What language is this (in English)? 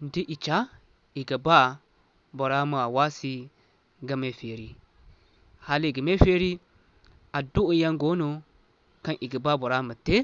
Zarma